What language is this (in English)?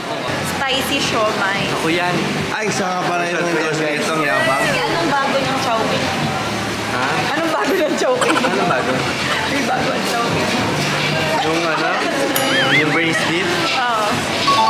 Filipino